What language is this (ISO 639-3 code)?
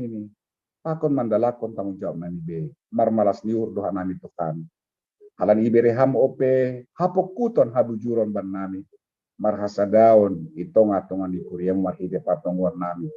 bts